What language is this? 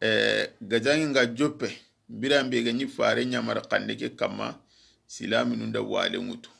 Soninke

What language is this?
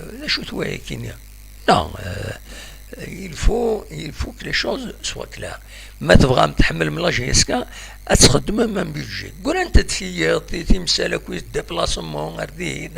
Kabyle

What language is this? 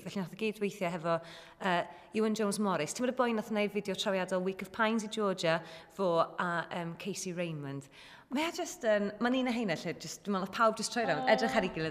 Welsh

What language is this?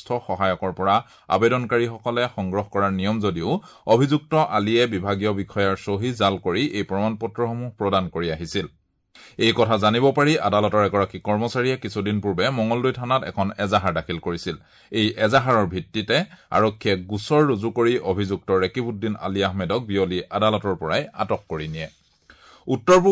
Assamese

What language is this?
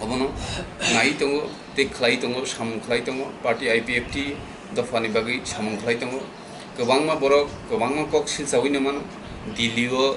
Kok Borok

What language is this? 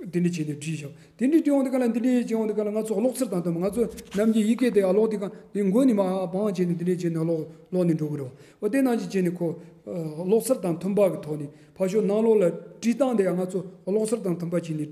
Tibetan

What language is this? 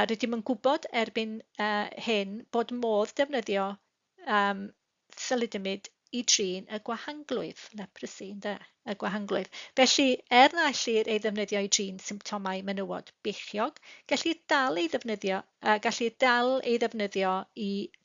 Welsh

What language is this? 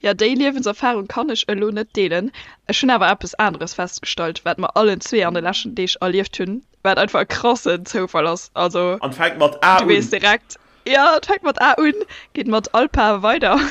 Luxembourgish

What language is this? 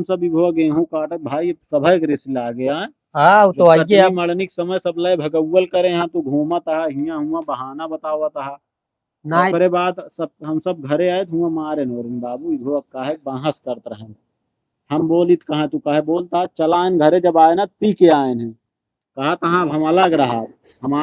Awadhi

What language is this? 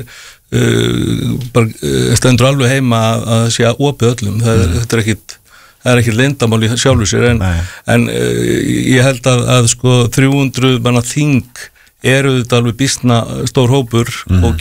Icelandic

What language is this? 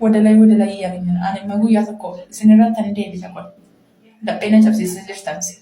Oromo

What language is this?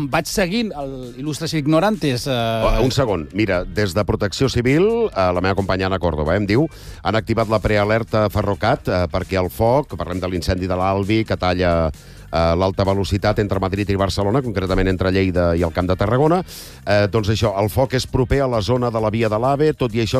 Catalan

